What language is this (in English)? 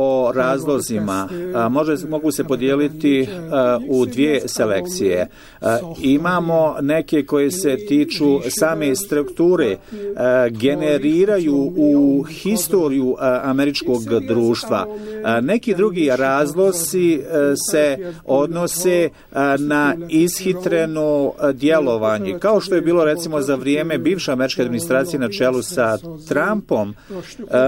Bosnian